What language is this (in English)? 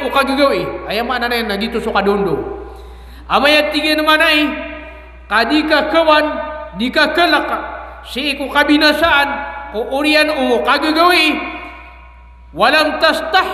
Maranao